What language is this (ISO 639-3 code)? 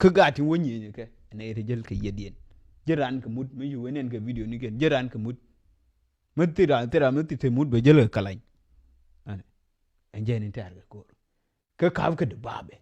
nus